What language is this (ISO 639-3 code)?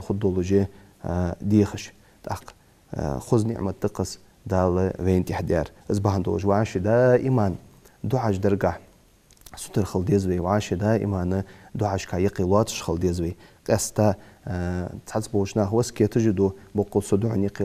inh